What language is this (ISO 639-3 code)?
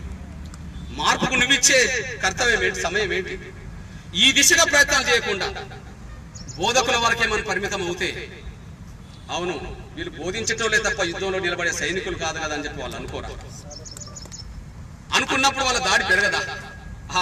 tel